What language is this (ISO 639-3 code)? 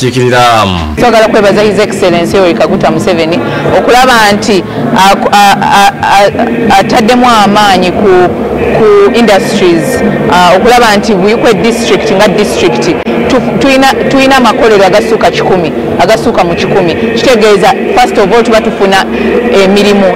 lug